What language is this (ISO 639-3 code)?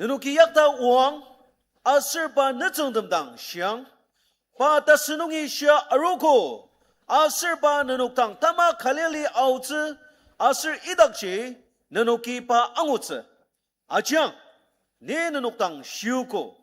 njo